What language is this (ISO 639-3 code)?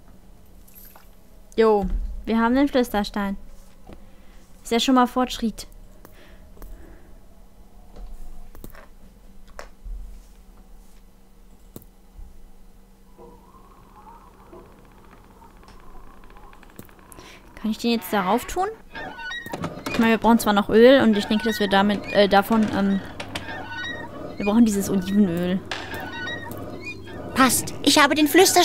deu